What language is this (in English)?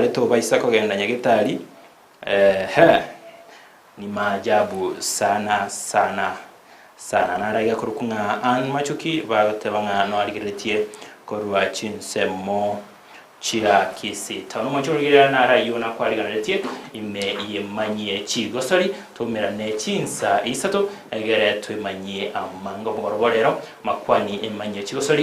Gusii